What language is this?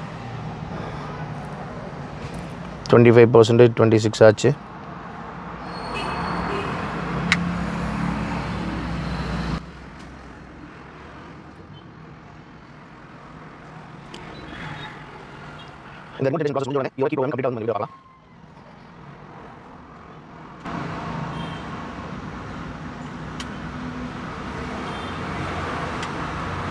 Tamil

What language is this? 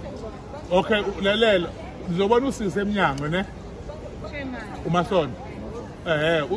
Zulu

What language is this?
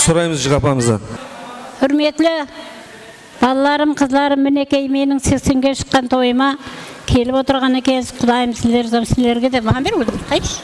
Kara-Kalpak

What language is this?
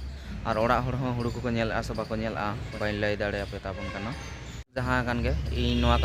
Santali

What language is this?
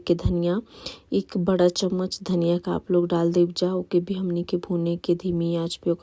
Bhojpuri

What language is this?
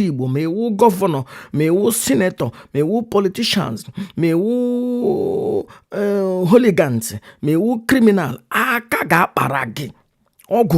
Igbo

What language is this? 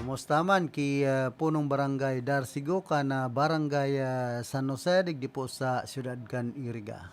Bikol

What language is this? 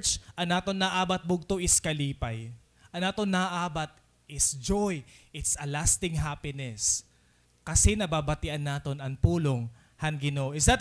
Waray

